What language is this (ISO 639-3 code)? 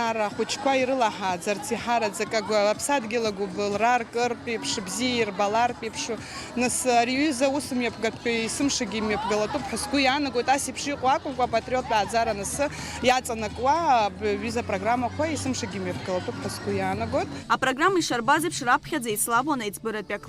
abk